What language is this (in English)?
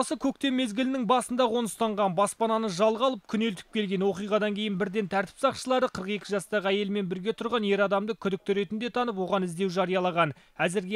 Kazakh